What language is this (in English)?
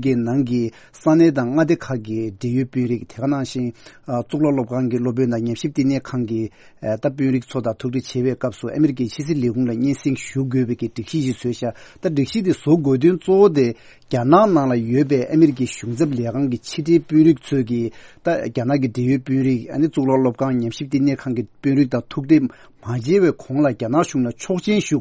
Tibetan